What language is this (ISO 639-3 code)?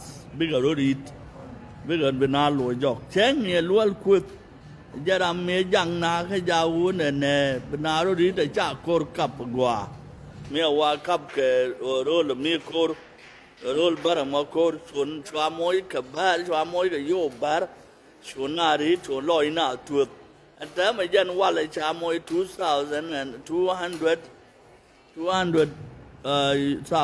nus